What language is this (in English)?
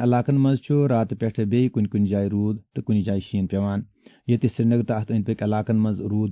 Kashmiri